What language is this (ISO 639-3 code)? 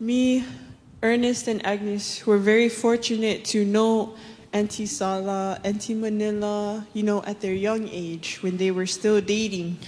smo